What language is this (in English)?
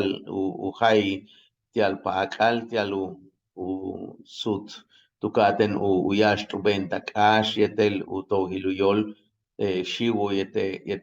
Yucateco